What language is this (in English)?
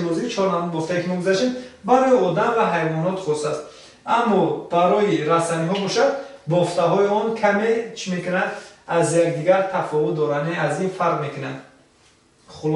Tajik